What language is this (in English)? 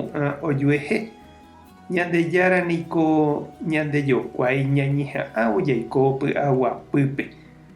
Guarani